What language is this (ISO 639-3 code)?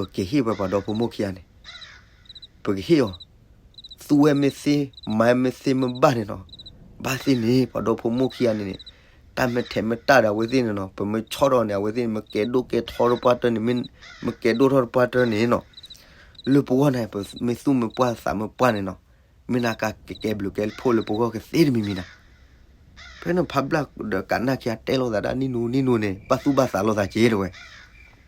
ksw